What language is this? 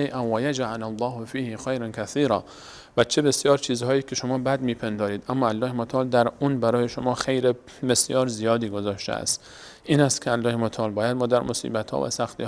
Persian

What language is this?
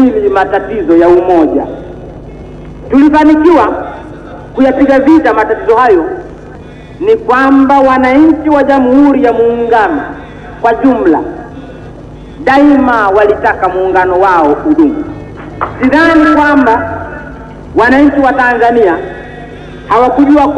Swahili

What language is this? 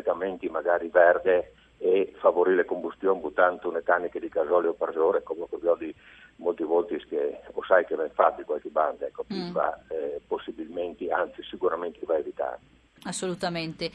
Friulian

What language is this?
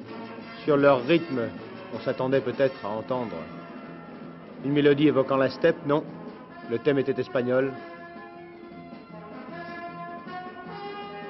French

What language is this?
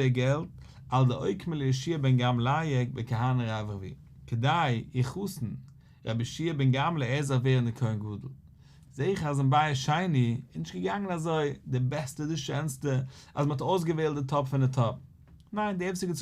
Yiddish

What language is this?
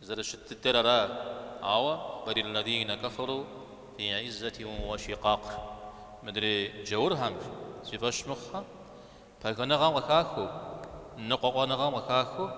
Kabardian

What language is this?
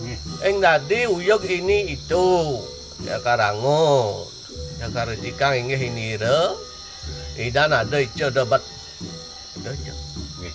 Balinese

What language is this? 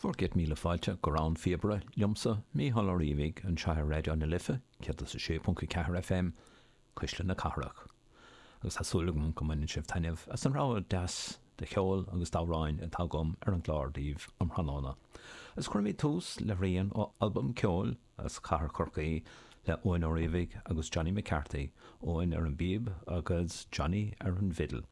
Irish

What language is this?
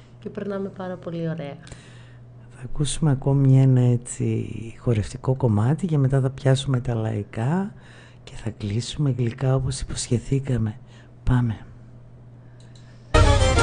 Greek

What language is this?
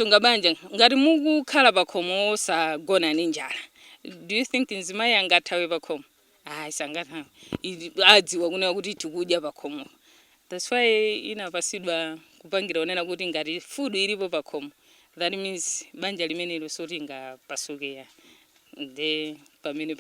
Nyanja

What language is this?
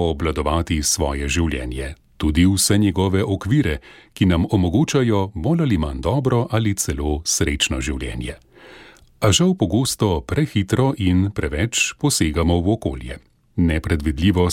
Slovenian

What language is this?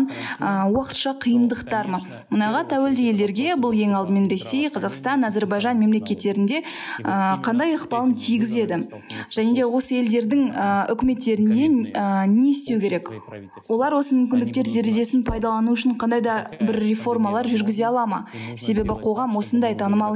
Kazakh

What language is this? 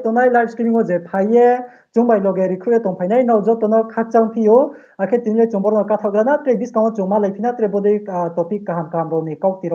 Riang (India)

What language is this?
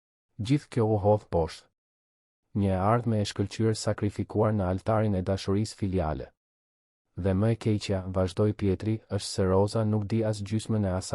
Albanian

